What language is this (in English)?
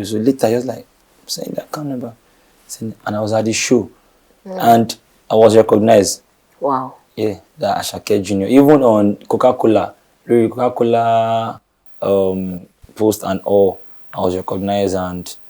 Yoruba